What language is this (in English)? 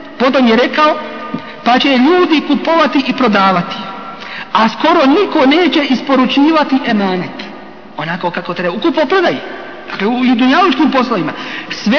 Bosnian